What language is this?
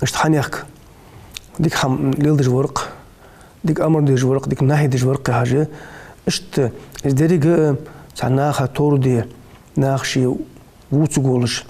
Ingush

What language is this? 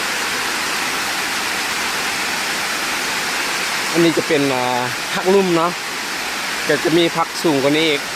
Lao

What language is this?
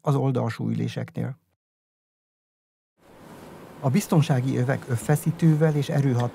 Hungarian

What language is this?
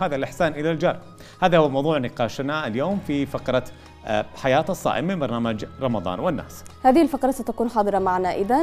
Arabic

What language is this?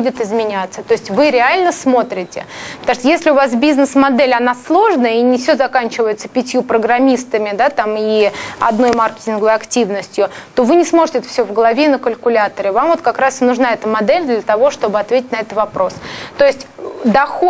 Russian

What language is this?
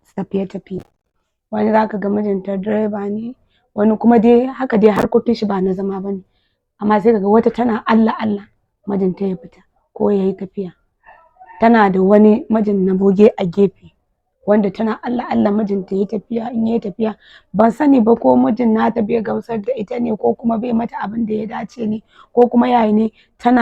Hausa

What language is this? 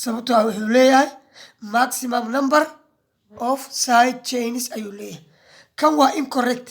Somali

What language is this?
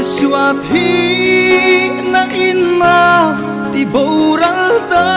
Hmar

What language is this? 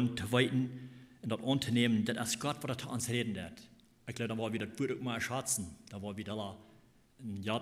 Plautdietsch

